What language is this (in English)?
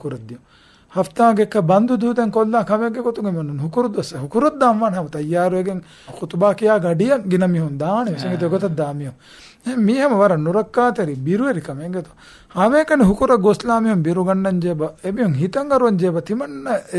Divehi